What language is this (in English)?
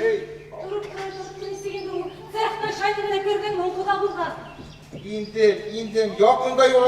Bashkir